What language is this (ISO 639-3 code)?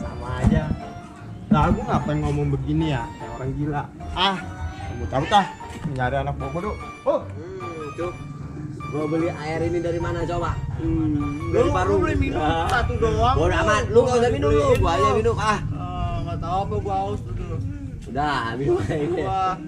bew